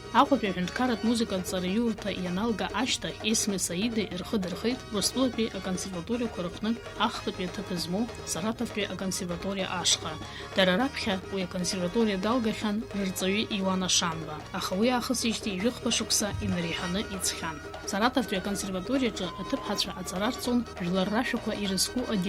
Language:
Abkhazian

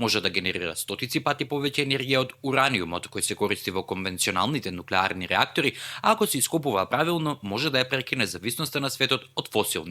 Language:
Macedonian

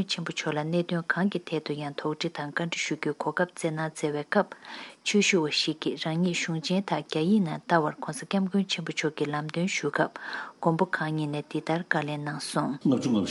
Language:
Tibetan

